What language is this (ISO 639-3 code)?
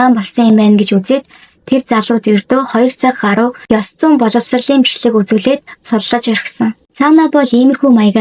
mon